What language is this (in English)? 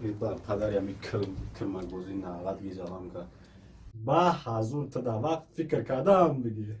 Tajik